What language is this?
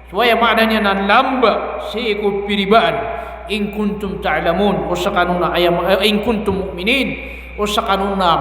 Maranao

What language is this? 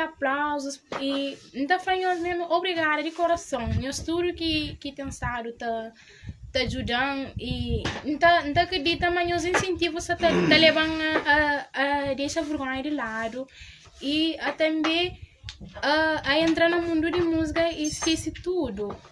Kabuverdianu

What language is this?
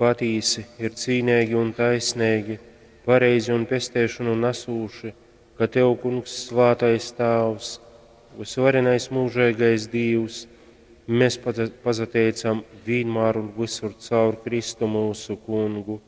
Latgalian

